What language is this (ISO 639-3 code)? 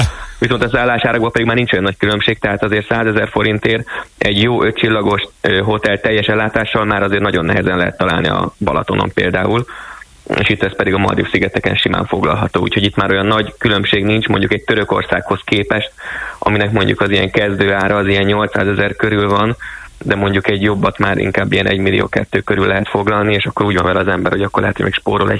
hun